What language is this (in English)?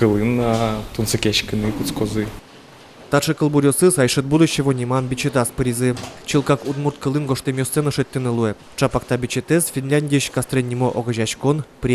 Udmurt